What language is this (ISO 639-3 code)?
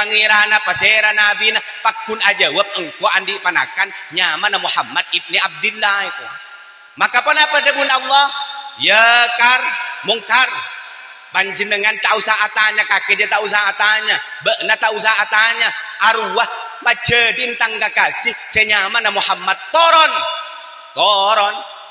mad